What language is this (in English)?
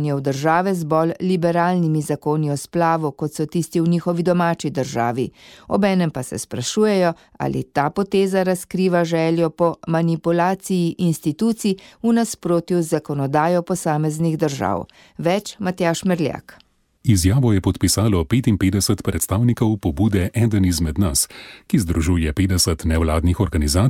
Slovenian